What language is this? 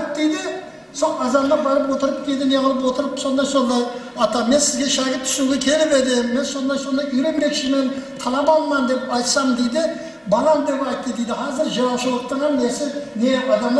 Kara-Kalpak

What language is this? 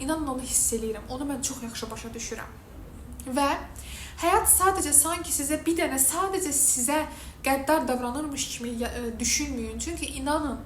Azerbaijani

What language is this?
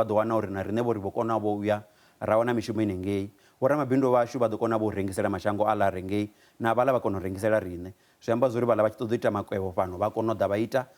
Venda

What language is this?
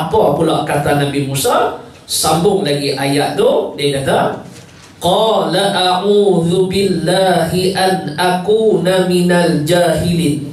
Malay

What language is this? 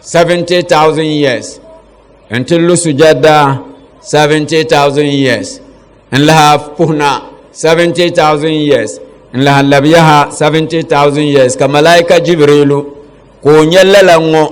Dagbani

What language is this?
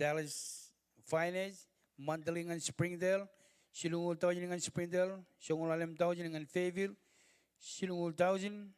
Marshallese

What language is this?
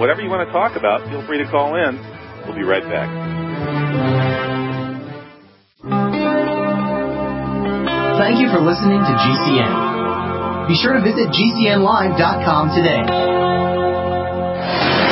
English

